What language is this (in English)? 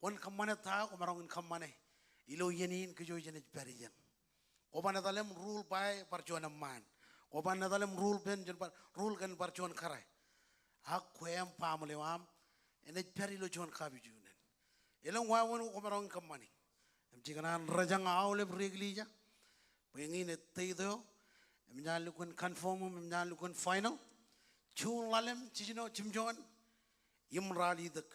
Marshallese